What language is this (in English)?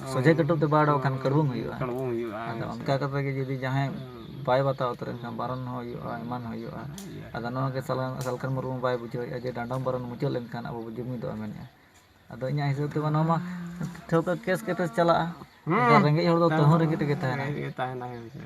Santali